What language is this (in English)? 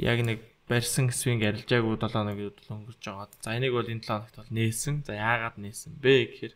Mongolian